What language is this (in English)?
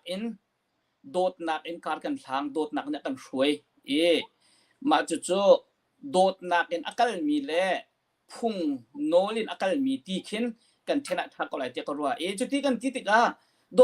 Hakha Chin